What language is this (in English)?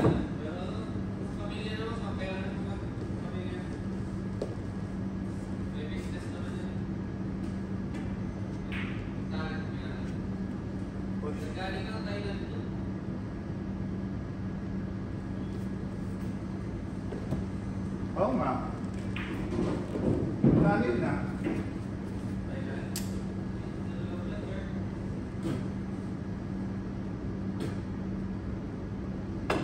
Filipino